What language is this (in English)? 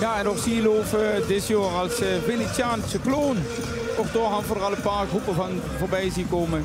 Limburgish